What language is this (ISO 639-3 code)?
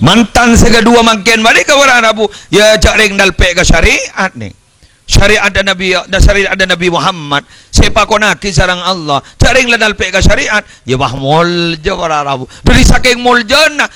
mad